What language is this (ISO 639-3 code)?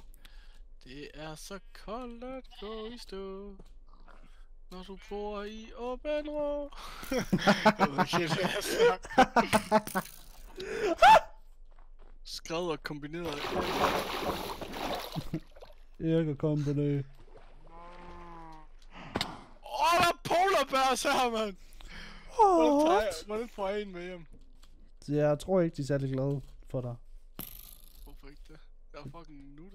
dan